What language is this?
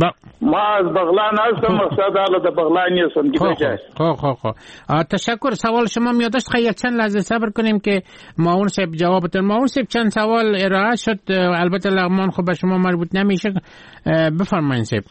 Persian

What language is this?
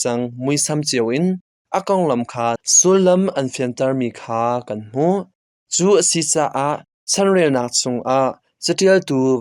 Hakha Chin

